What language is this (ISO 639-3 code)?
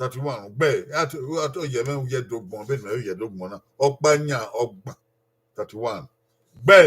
bin